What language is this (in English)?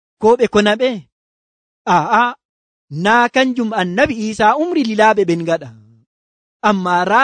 Nigerian Fulfulde